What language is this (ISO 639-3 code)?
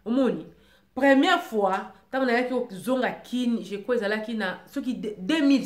lin